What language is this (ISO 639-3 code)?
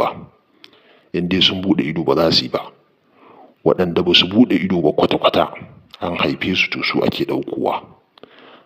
hau